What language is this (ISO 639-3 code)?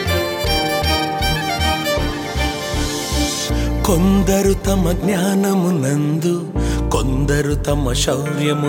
tel